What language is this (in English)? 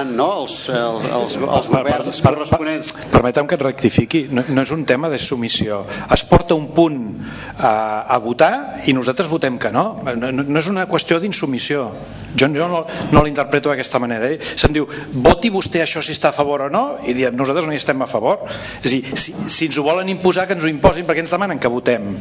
Catalan